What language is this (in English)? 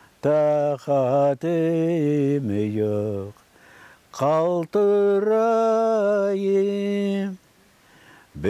Crimean Tatar